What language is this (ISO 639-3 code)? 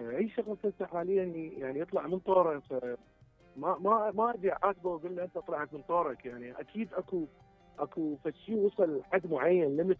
acm